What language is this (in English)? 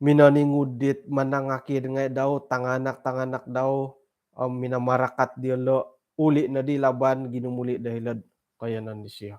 Central Dusun